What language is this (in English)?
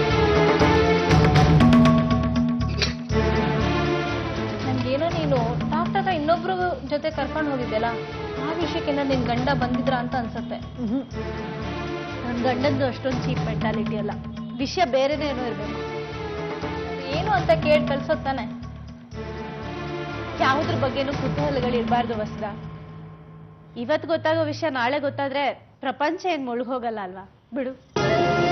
Kannada